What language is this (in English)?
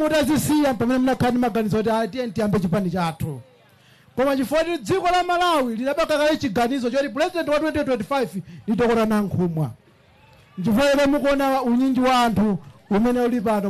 Nyanja